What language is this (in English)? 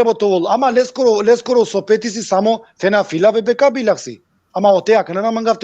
Balkan Romani